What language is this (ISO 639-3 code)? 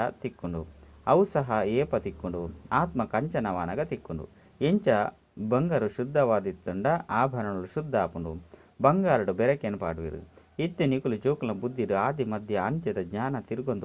tcy